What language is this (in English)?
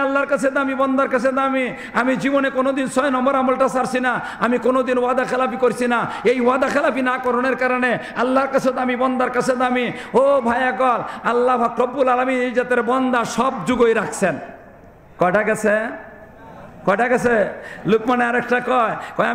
Sylheti